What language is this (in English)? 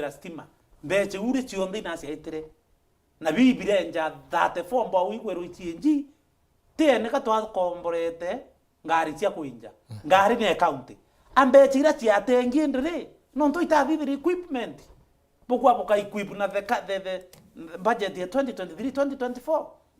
Meru